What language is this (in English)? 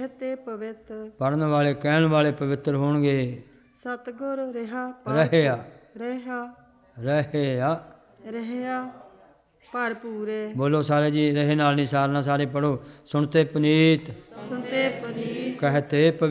Punjabi